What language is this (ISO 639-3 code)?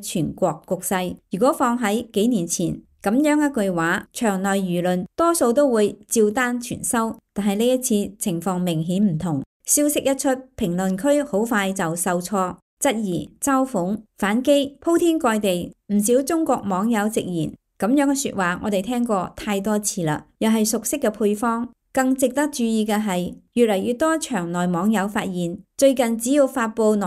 yue